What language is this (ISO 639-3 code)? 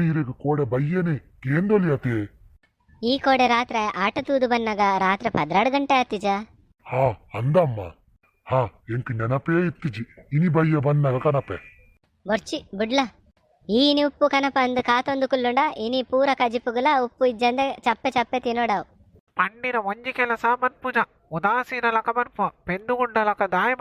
tcy